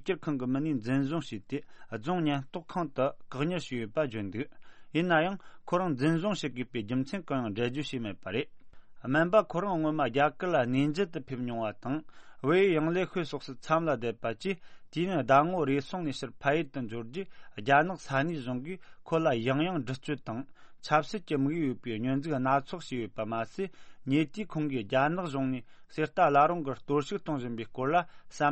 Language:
Tibetan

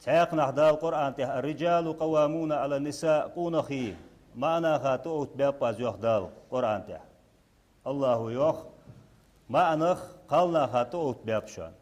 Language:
Ingush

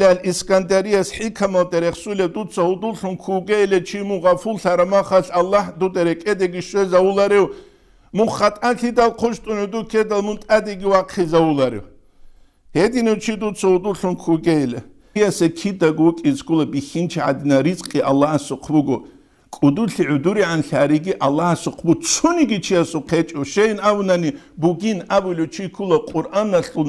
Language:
Avaric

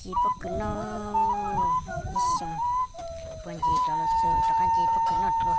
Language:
Hmong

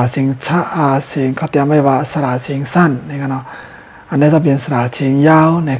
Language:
Shan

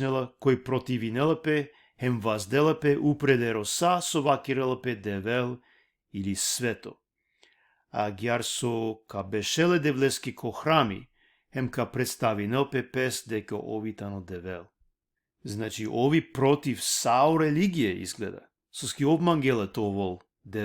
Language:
Balkan Romani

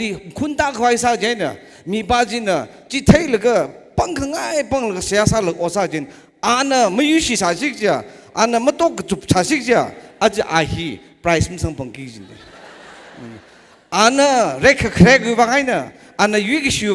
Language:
Tangkhul Naga (India)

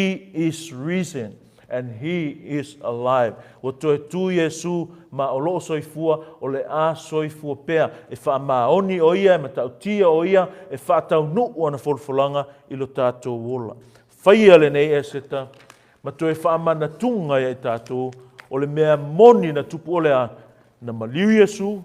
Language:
Samoan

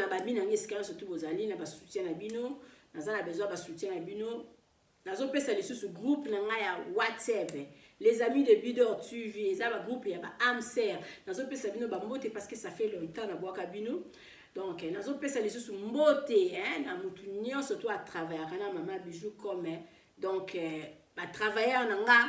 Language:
Lingala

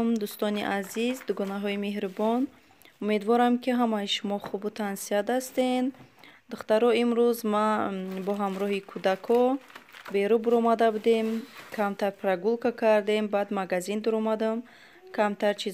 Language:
Tajik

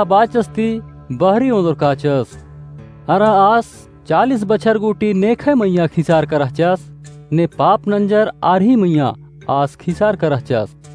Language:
Kurukh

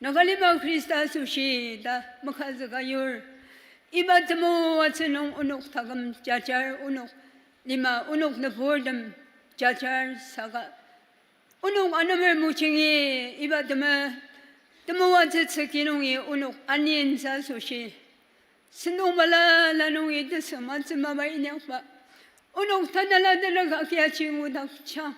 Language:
Ao Naga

